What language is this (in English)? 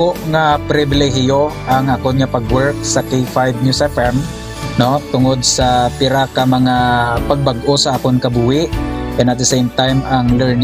Hiligaynon